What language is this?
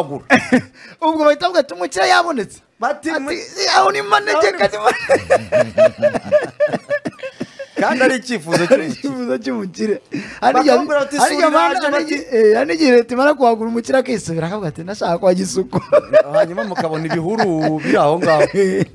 Kinyarwanda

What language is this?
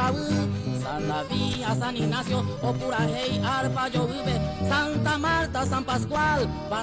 Guarani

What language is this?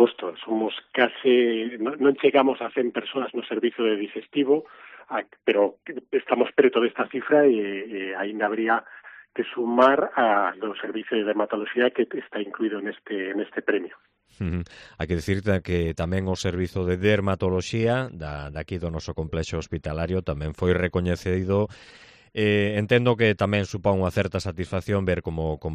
Galician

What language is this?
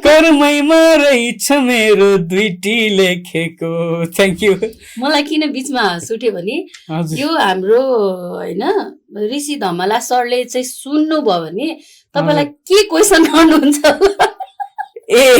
Nepali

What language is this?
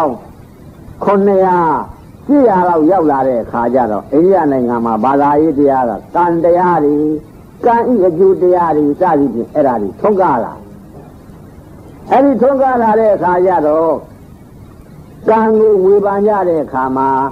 Burmese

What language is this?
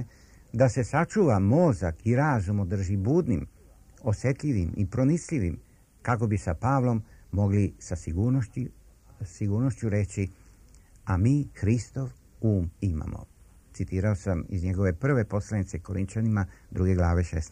Serbian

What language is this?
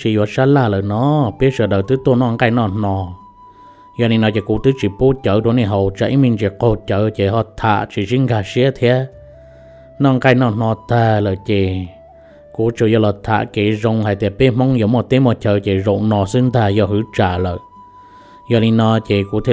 Hmong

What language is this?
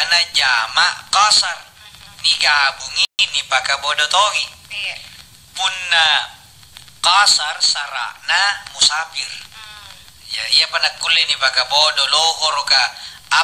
Makasar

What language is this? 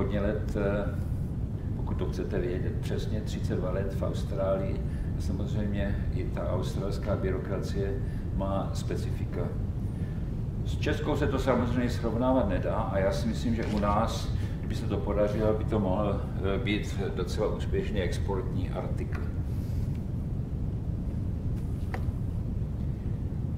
Czech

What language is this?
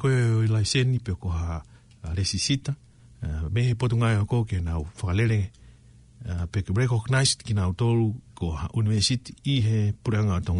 Tongan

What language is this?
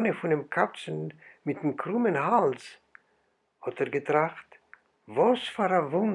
Yiddish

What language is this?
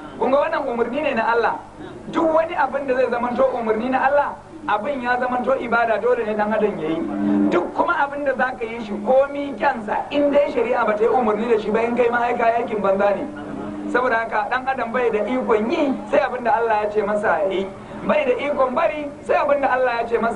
Hausa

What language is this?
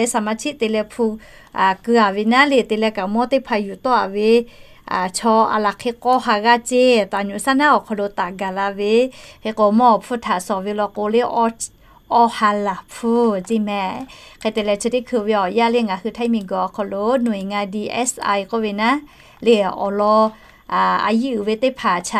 Lahu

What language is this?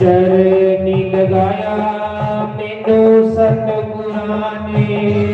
Dogri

